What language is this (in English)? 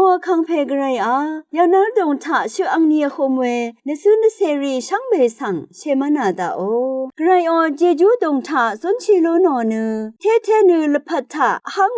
Rawang